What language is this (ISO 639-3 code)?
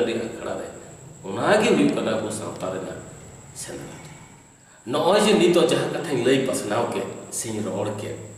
sat